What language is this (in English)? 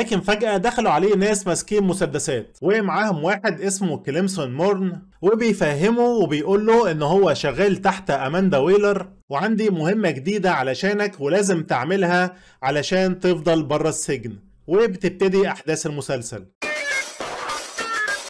Egyptian Arabic